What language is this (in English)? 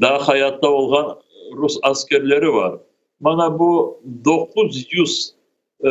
Crimean Tatar